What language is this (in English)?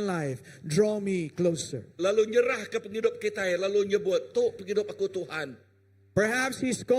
Iban